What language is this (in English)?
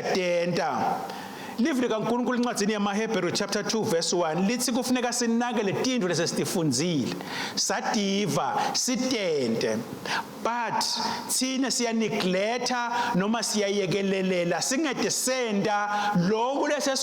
Swati